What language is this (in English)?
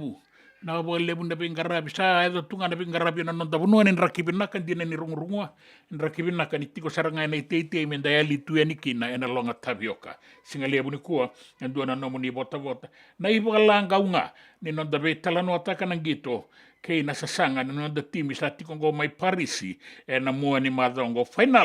Fijian